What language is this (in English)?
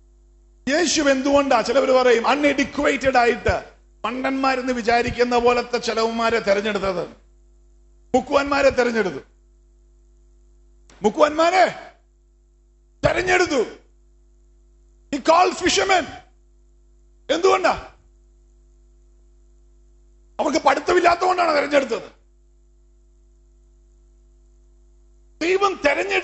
Malayalam